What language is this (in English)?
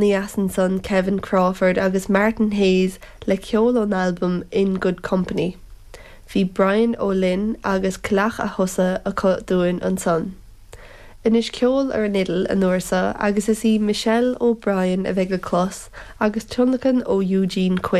Irish